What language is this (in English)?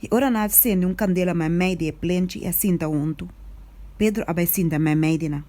Papiamento